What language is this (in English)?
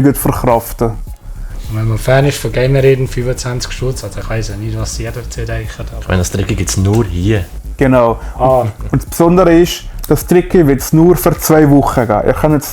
Swiss German